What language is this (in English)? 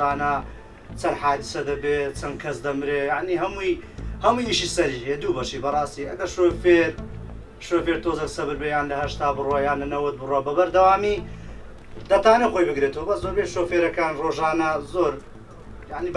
Central Kurdish